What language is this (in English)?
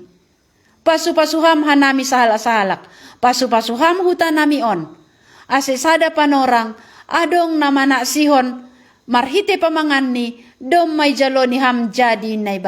Batak Simalungun